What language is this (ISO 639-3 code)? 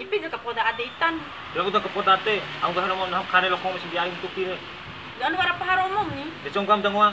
bhp